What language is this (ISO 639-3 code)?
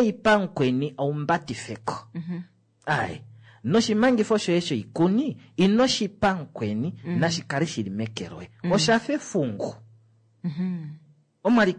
kua